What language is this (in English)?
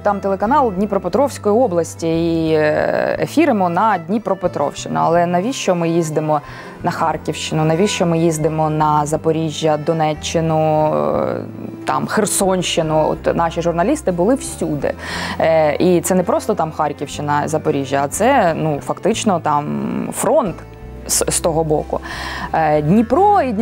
Ukrainian